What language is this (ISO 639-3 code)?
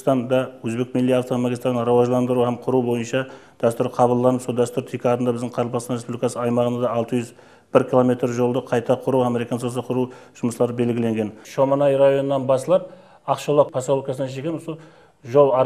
kaa